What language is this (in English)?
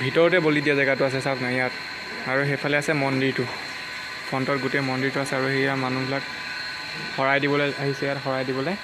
Assamese